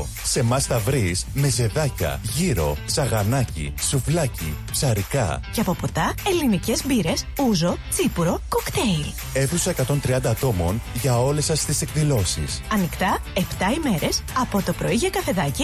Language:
Greek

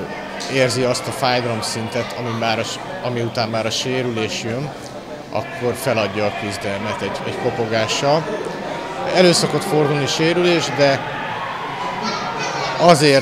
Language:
Hungarian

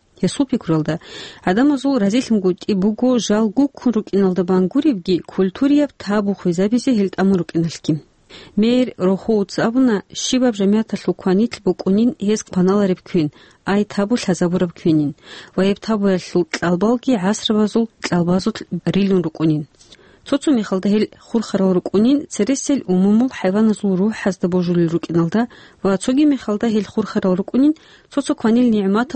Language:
Avaric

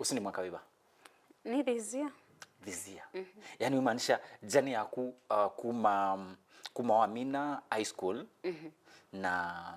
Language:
Kamba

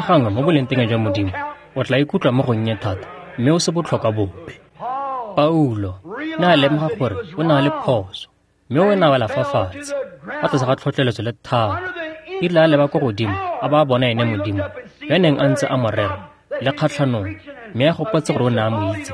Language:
Tswana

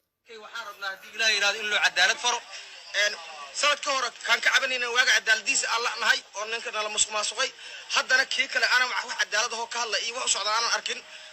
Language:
Somali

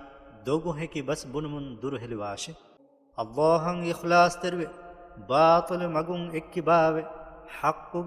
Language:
Divehi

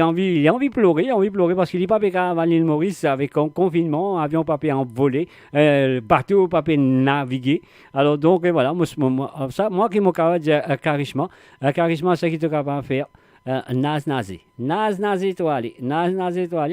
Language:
Morisyen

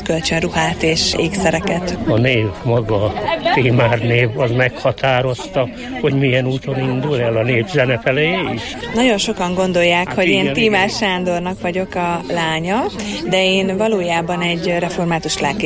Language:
Hungarian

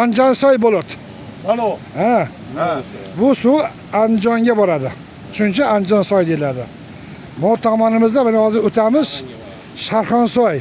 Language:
Uzbek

